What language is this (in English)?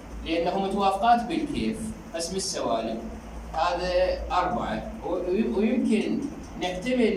Mesopotamian Arabic